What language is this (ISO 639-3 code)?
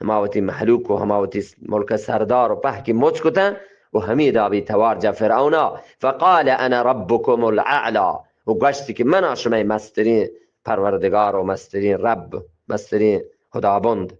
bgp